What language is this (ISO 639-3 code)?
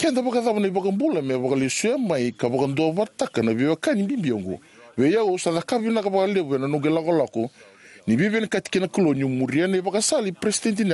fij